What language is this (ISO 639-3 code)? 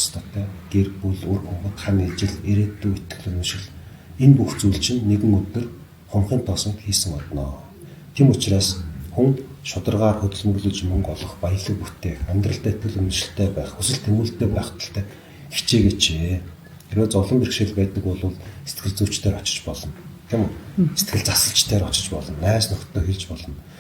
mon